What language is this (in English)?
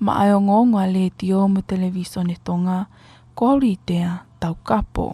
Tongan